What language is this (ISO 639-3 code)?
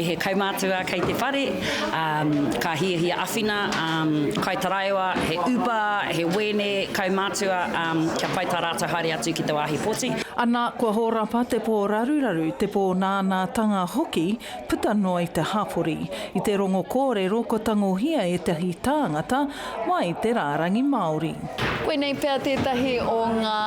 mri